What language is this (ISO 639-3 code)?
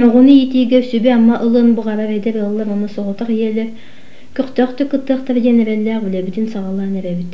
sah